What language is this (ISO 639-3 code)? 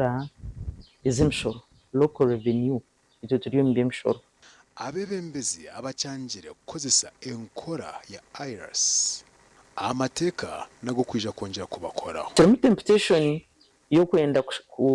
nyn